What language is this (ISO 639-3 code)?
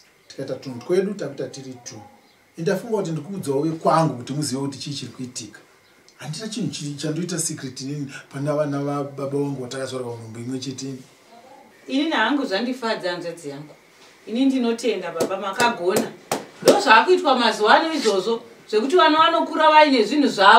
sna